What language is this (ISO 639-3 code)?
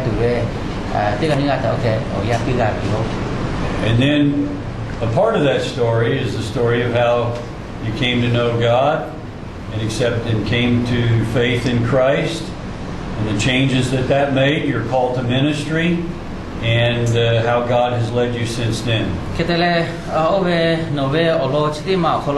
lhu